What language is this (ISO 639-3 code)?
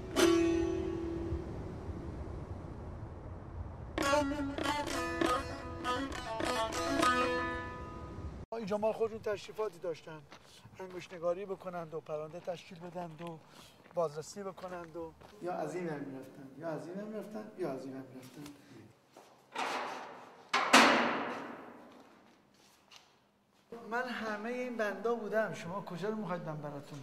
fas